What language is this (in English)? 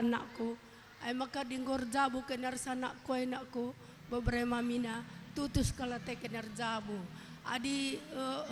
Batak Karo